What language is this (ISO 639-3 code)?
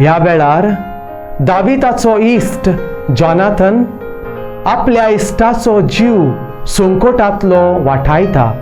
kok